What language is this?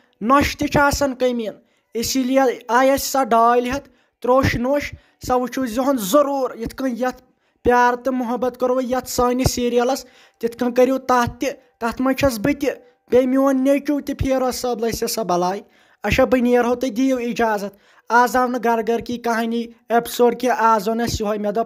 Kashmiri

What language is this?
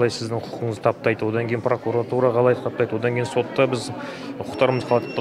Kazakh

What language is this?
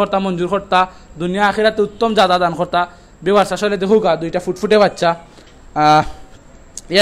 Sylheti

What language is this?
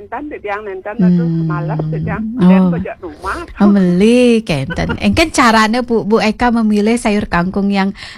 Balinese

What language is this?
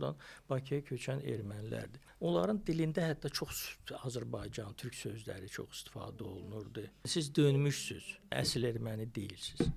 Azerbaijani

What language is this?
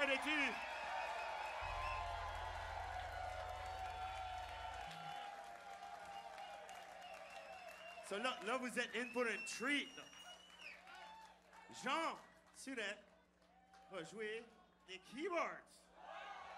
French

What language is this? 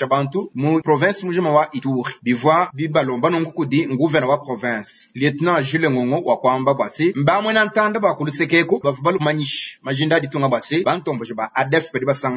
Luba-Lulua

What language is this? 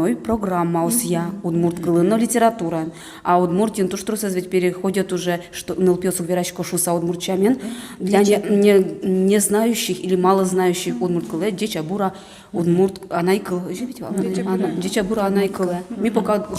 Udmurt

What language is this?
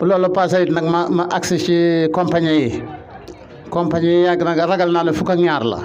Wolof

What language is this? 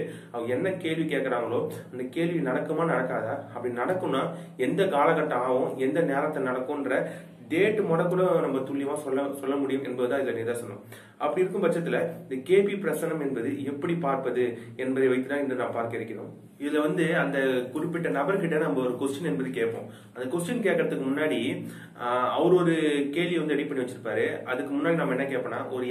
Tamil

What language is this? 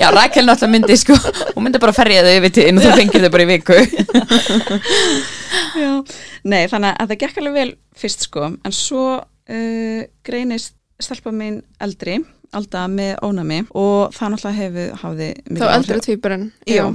Icelandic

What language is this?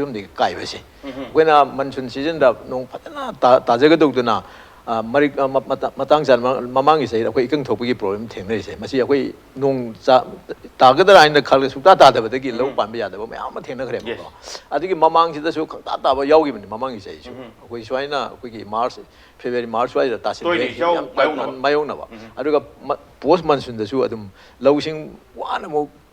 Manipuri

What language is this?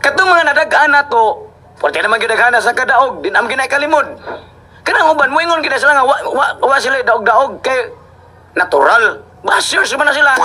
Cebuano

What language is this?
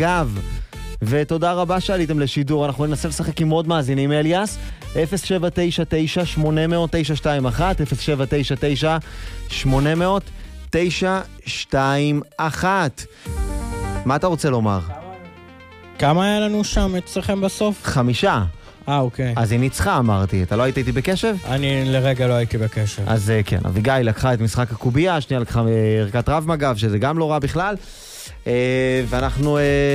Hebrew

